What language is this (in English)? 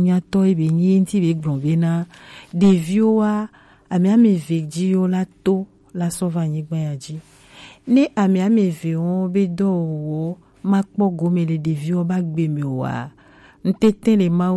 Gen